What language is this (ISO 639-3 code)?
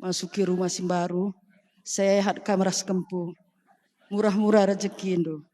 btx